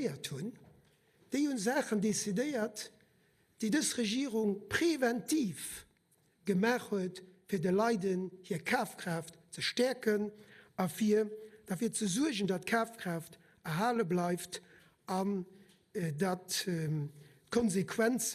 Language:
Luxembourgish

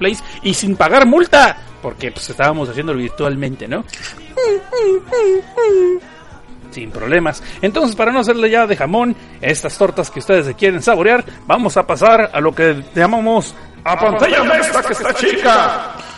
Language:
Spanish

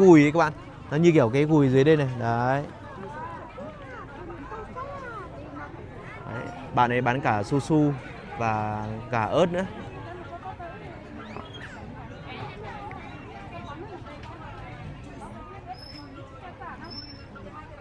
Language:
Vietnamese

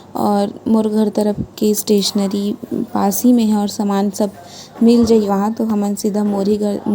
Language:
Chhattisgarhi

